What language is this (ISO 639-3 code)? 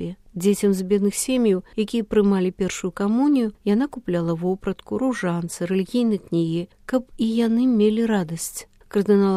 bel